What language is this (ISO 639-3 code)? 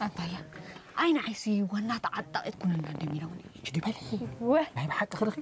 tig